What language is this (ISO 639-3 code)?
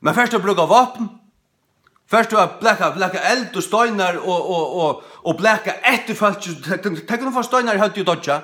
fao